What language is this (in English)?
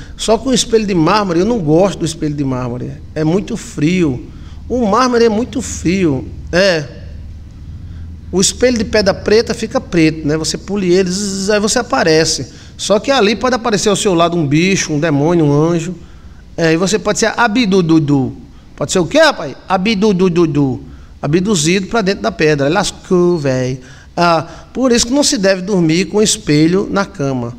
Portuguese